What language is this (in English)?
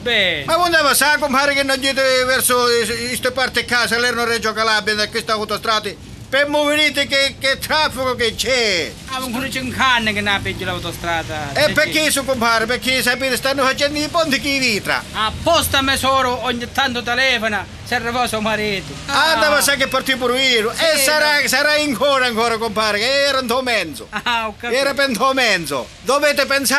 Sicilian